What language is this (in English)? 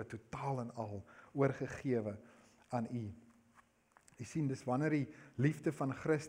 Afrikaans